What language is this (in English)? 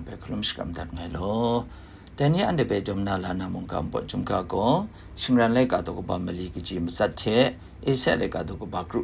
Kachin